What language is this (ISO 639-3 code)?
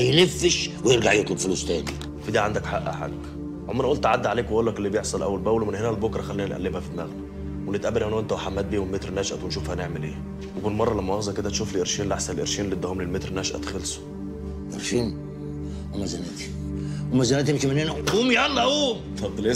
arz